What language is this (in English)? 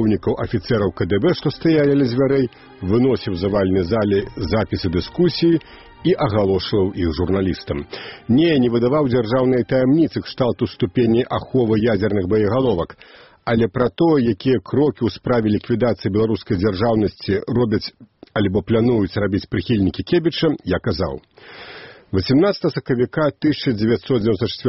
Belarusian